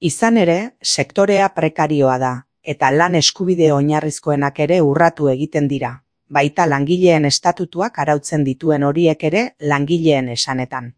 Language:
Basque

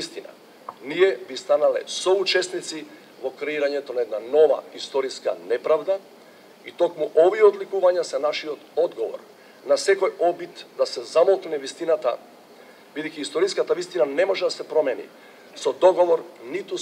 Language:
Macedonian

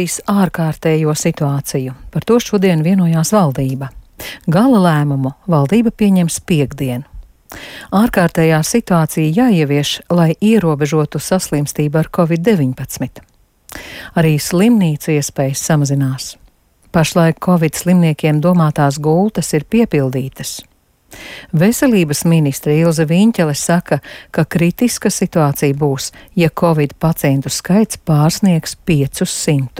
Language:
Latvian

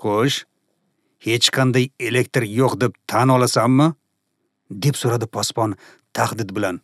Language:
Uzbek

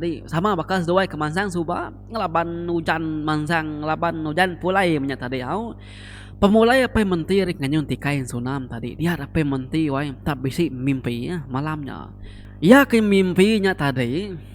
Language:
Iban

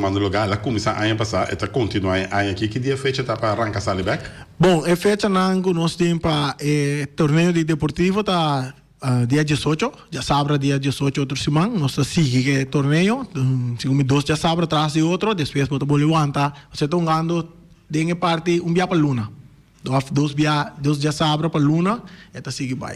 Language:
Papiamento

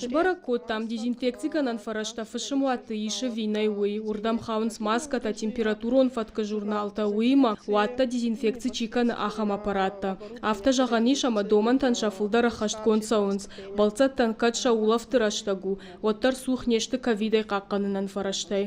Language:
Ossetic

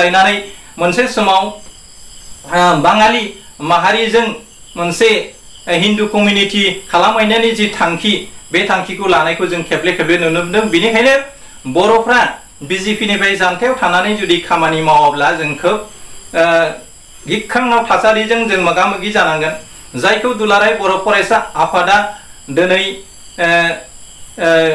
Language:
Bodo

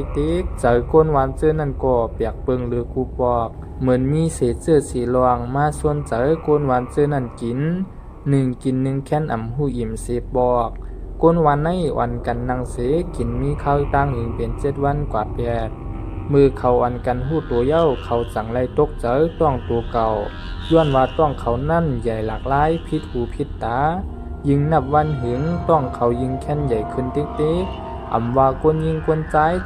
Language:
Shan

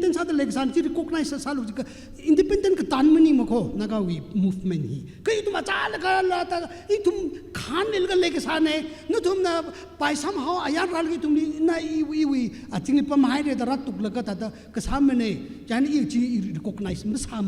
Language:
Tangkhul Naga (India)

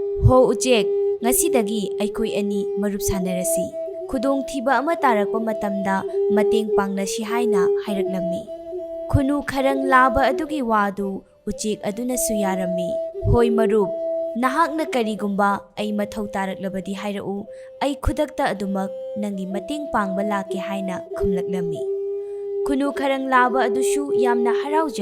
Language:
Manipuri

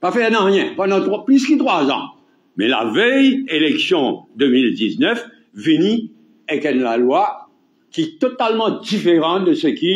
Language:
Morisyen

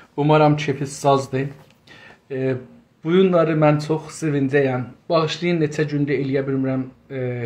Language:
South Azerbaijani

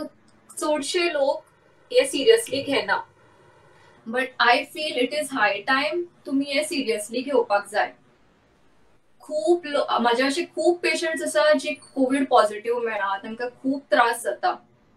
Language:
Konkani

